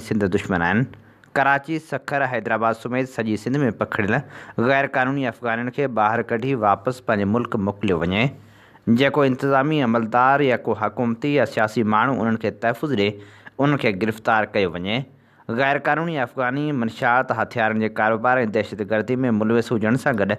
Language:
Sindhi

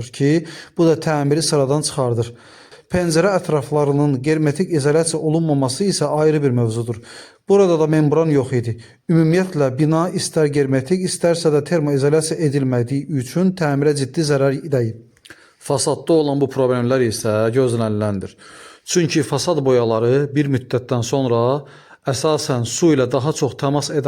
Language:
Azerbaijani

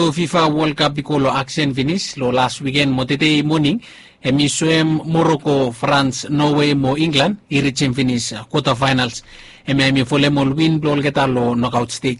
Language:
Bislama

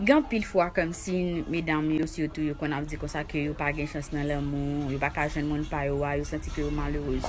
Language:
Haitian Creole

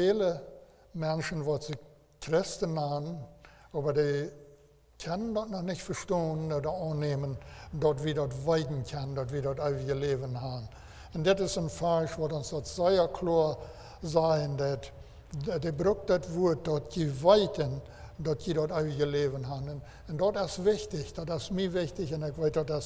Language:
Plautdietsch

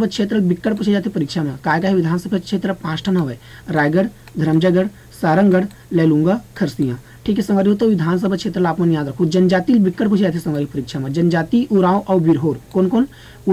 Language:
Chhattisgarhi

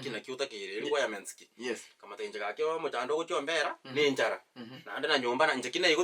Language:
Gusii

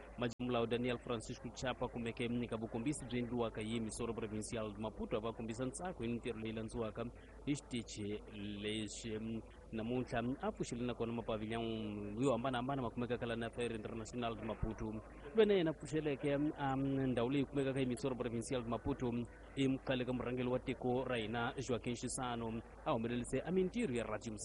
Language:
Tsonga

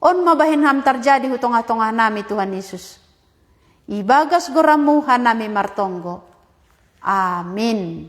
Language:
Batak Simalungun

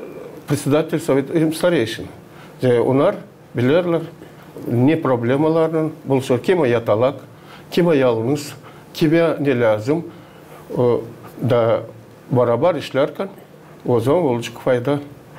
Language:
Gagauz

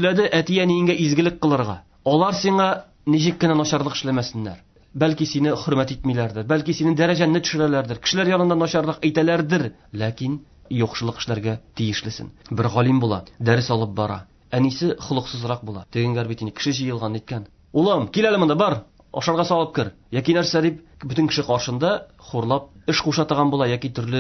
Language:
Tatar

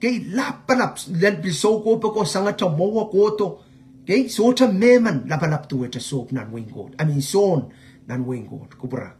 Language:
Pohnpeian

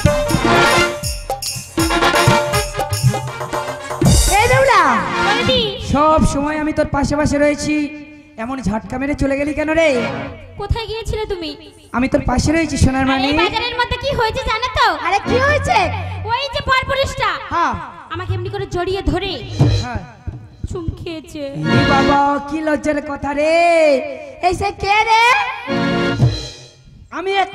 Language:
Bangla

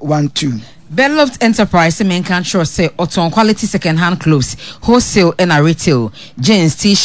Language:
Akan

